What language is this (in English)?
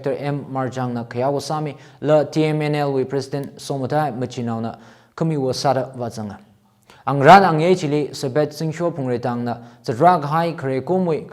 Tangkhul Naga (India)